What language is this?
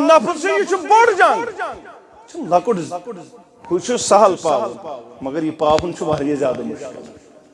Kashmiri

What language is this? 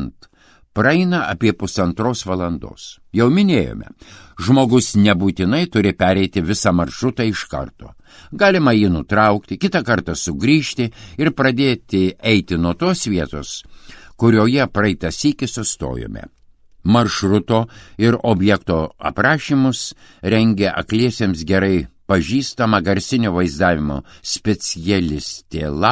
Lithuanian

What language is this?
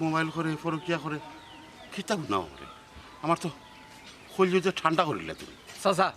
Sylheti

